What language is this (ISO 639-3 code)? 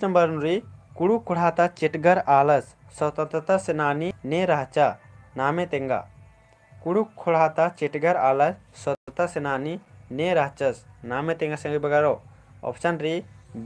kru